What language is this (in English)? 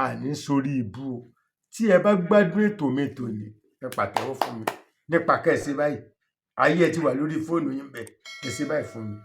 Yoruba